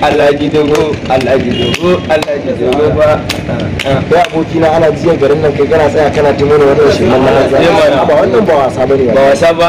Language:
Hausa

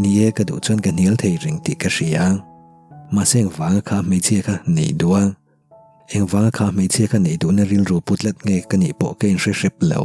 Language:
Mizo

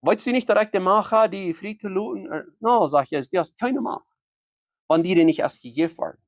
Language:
Plautdietsch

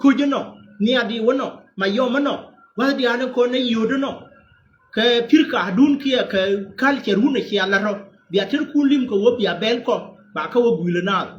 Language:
Nuer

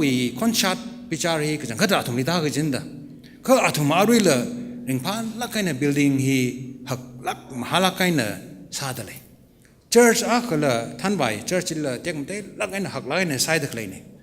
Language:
Tangkhul Naga (India)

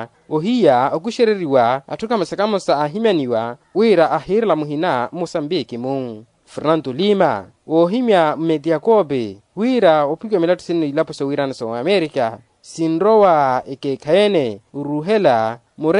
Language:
Makhuwa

